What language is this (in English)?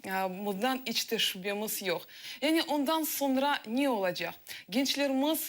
Crimean Tatar